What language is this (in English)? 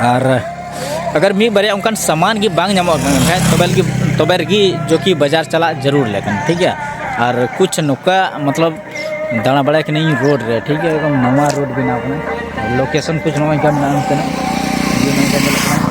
Santali